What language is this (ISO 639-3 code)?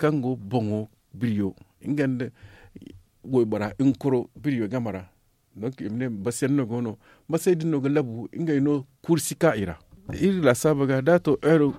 dje